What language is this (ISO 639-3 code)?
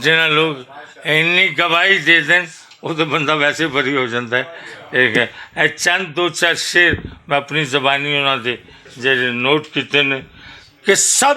lah